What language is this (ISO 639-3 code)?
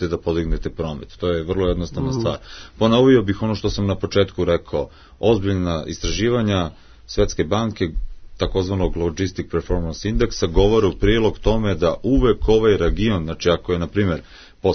srp